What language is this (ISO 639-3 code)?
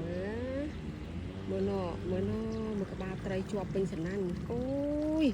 khm